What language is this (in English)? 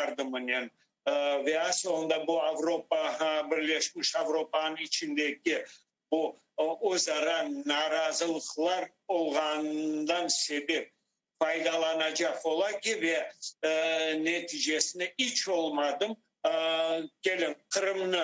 Crimean Tatar